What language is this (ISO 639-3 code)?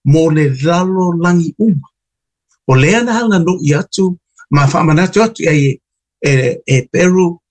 smo